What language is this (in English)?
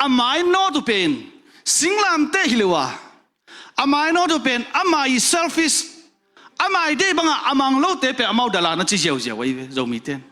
Tedim Chin